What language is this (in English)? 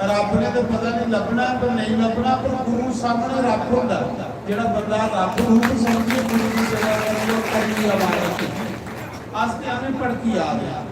Dogri